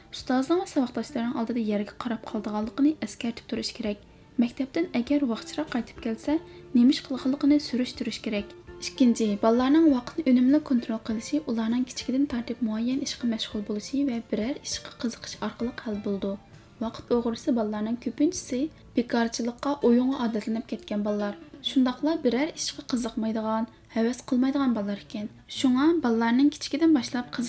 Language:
Uyghur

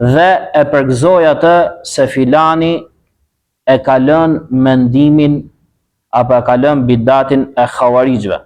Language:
Albanian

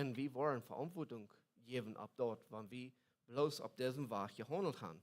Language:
Plautdietsch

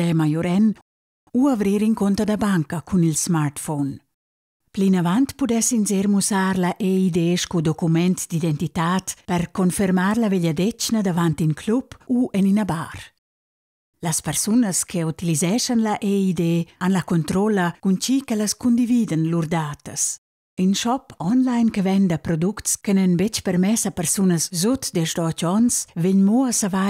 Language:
Romansh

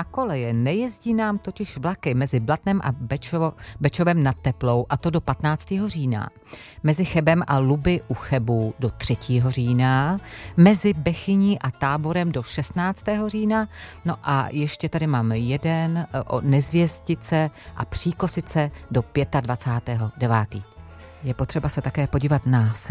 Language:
Czech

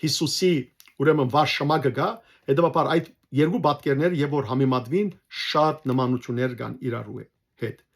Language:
Western Armenian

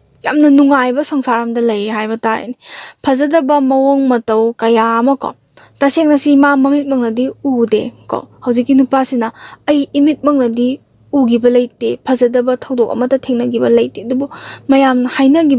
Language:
Manipuri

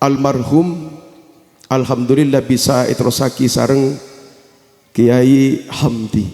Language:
Madurese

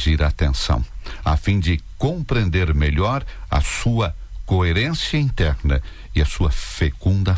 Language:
Portuguese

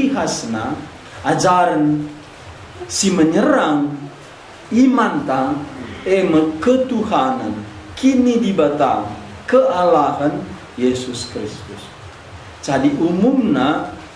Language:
Batak Karo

